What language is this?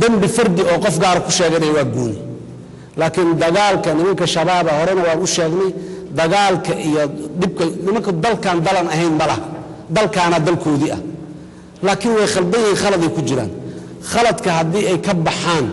Somali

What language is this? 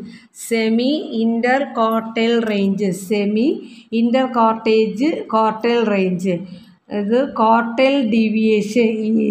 Malayalam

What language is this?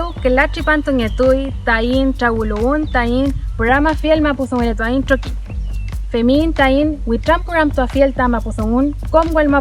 Mapuche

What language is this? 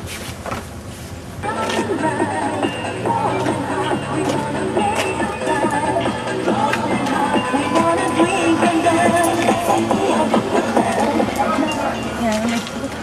Greek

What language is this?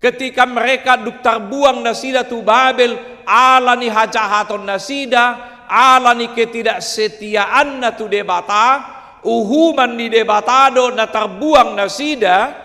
Batak Toba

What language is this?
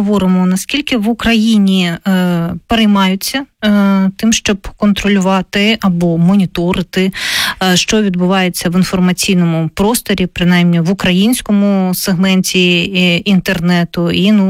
Ukrainian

